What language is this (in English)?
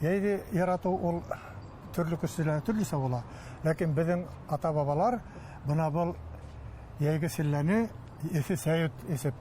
Bashkir